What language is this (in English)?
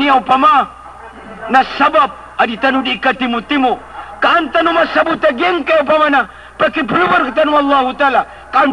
Maranao